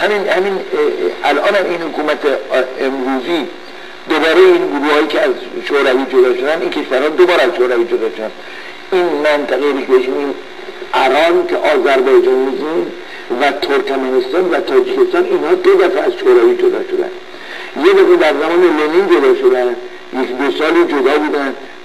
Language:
Persian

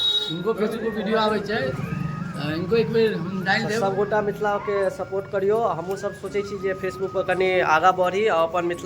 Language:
Maithili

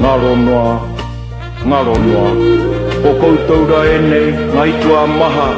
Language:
Māori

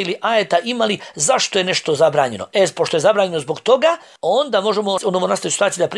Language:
Bosnian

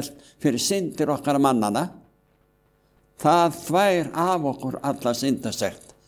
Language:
Icelandic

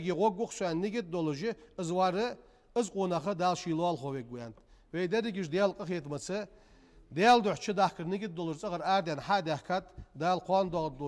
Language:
Ingush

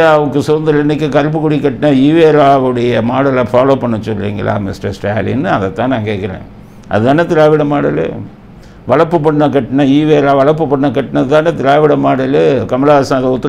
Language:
Tamil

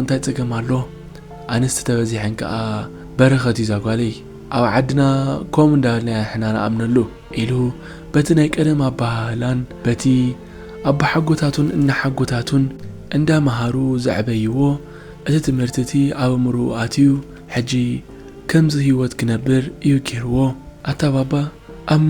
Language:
Tigrinya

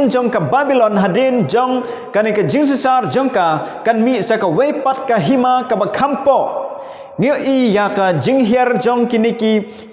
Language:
Khasi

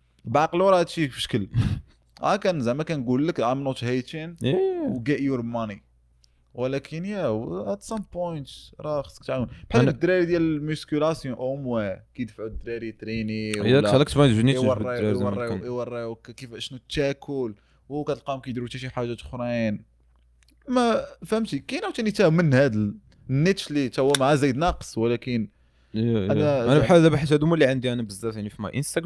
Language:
Moroccan Arabic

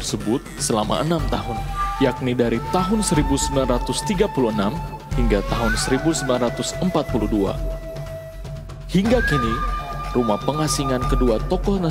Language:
Indonesian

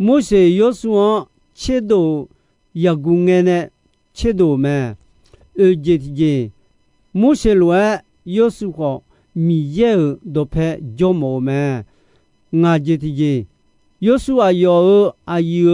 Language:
Akha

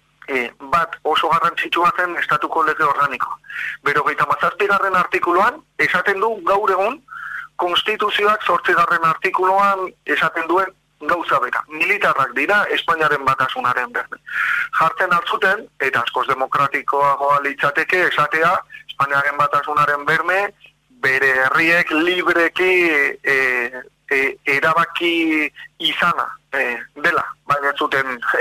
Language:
Basque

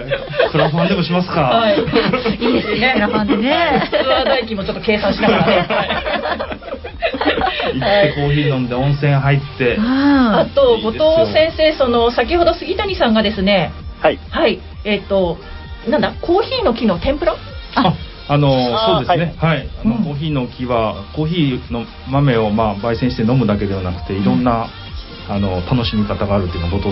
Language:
Japanese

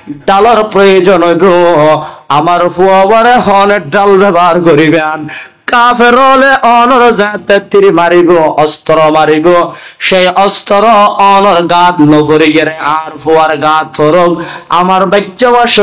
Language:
Rohingya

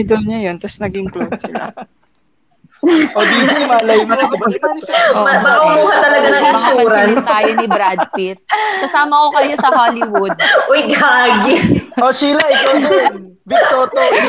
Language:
Filipino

